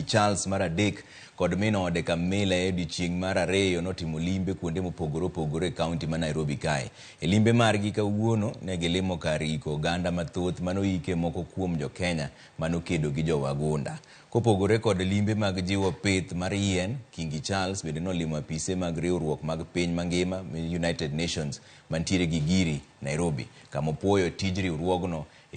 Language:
Luo (Kenya and Tanzania)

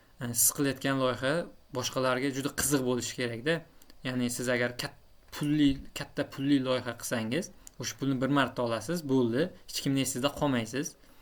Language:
Uzbek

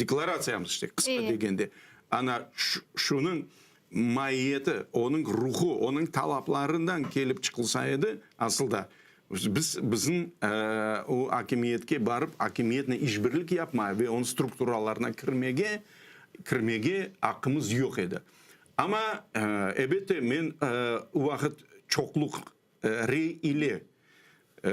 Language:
Crimean Tatar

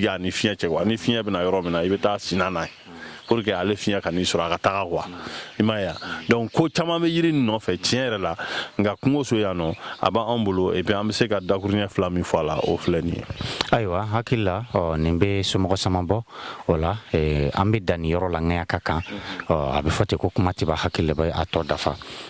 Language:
Bambara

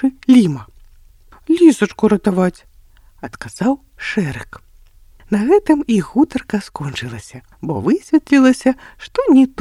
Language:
Belarusian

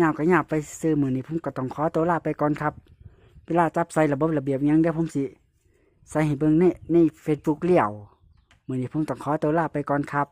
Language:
Northeastern Thai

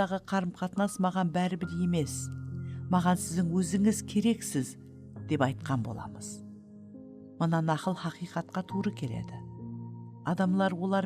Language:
Kara-Kalpak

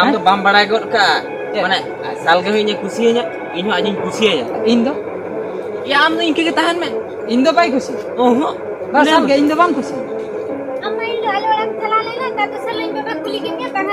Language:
Santali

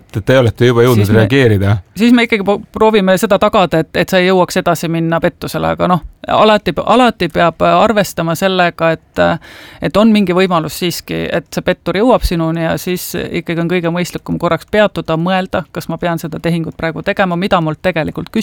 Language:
Estonian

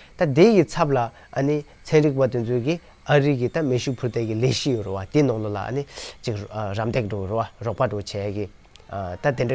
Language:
Tibetan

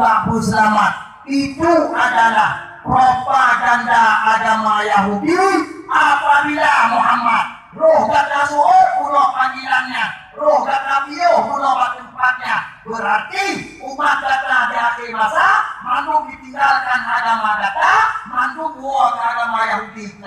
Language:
Achinese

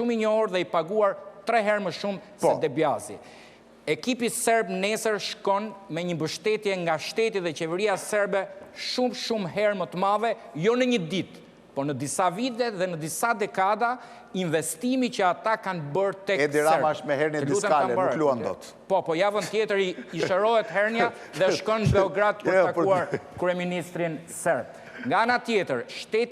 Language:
Albanian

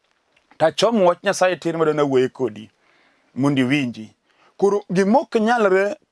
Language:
Luo (Kenya and Tanzania)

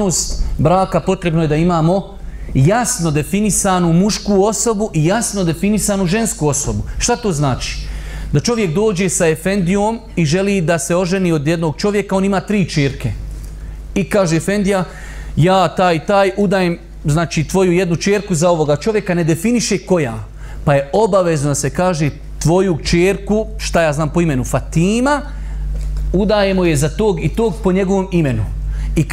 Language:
Bosnian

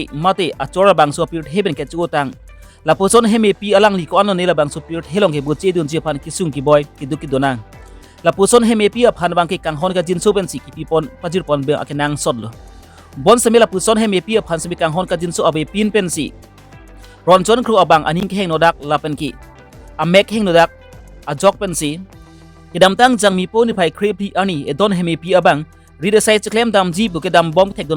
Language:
Karbi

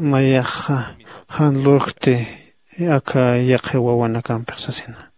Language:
Aymara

